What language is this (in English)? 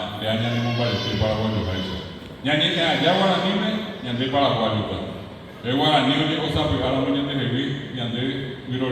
Guarani